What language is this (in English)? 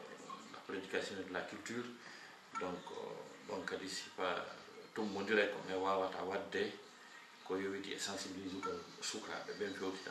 Fula